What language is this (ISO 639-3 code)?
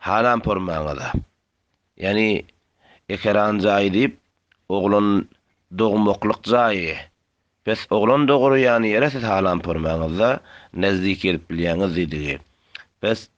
tuk